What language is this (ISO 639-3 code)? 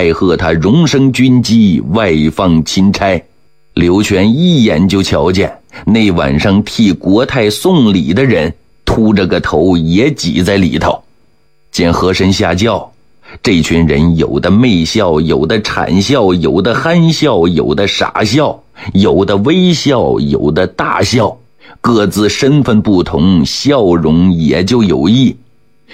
zho